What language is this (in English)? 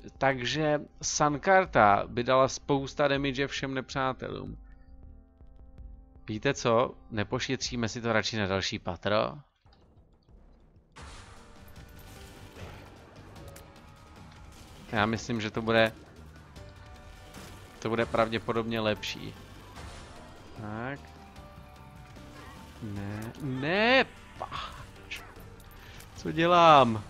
Czech